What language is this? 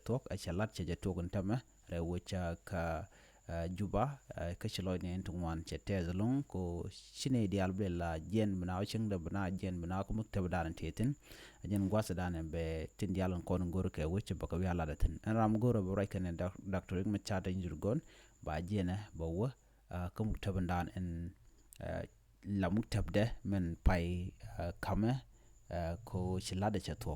Nuer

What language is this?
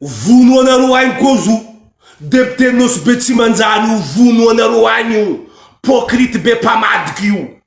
Malagasy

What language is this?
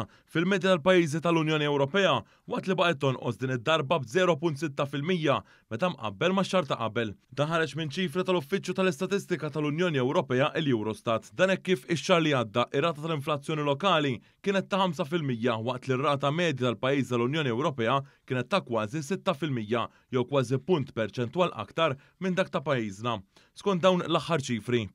Maltese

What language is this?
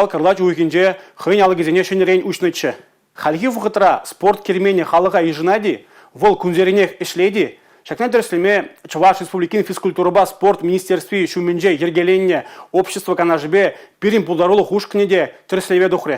Chuvash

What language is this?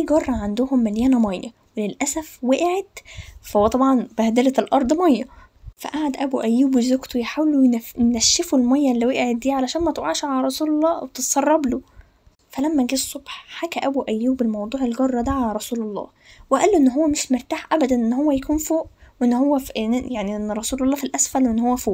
Egyptian Arabic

